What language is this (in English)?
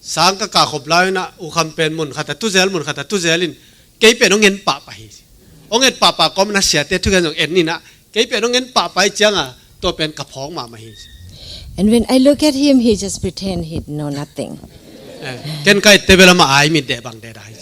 Tedim Chin